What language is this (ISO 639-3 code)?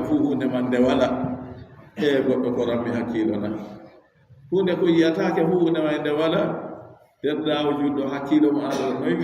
fub